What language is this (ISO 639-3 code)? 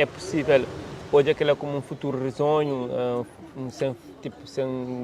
kea